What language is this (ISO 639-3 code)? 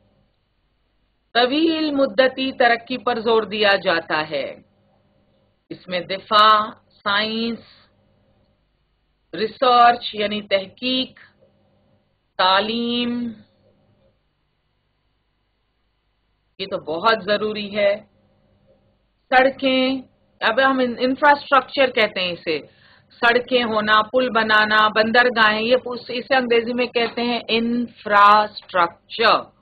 urd